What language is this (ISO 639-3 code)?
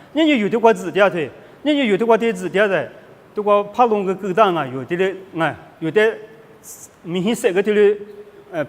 lis